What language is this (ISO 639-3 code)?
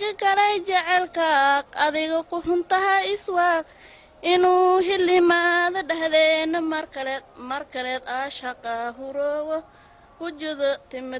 som